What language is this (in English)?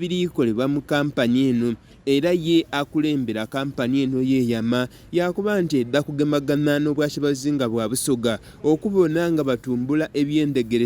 Soga